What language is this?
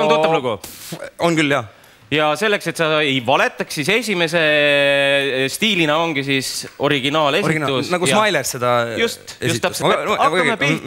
Estonian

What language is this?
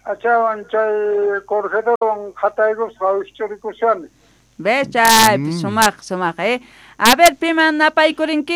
South Bolivian Quechua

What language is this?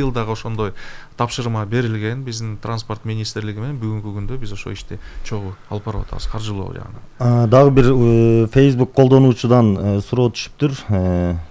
Kyrgyz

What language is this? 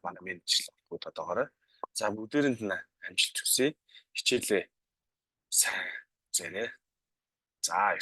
Mongolian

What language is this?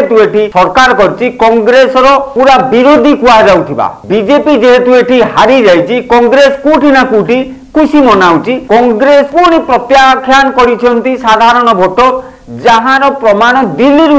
Odia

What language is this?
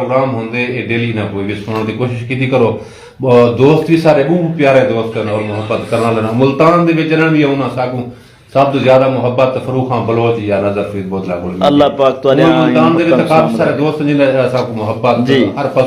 Saraiki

